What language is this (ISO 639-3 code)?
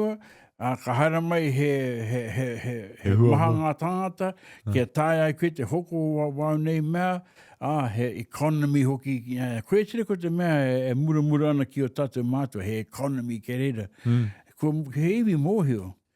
mri